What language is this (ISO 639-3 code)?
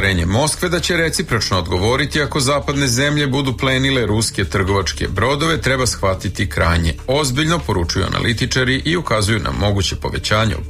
srp